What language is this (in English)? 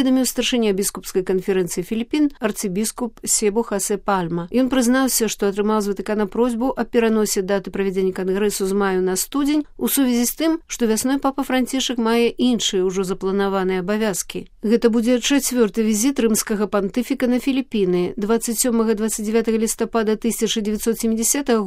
Belarusian